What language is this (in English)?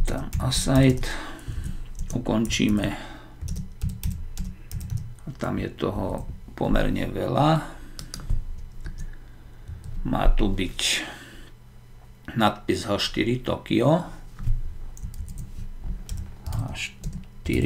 Slovak